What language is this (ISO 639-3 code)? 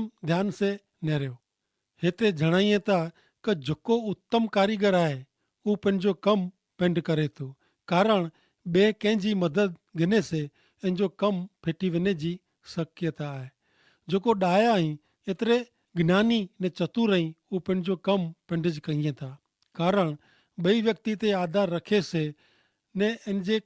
kfr